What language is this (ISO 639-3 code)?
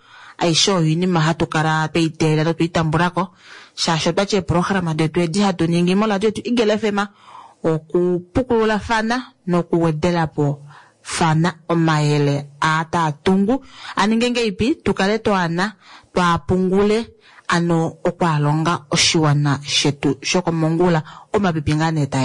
kua